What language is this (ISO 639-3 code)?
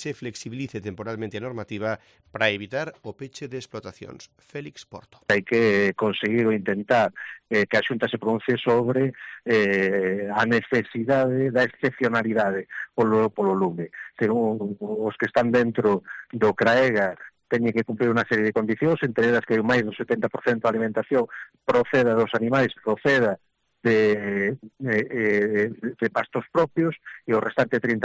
glg